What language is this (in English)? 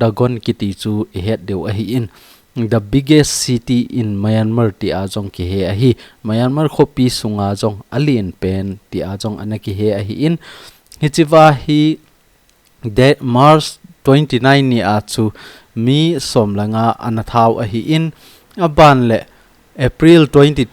Thado Chin